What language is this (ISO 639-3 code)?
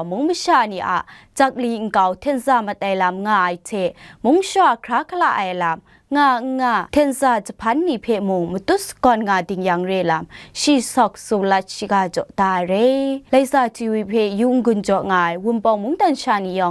kac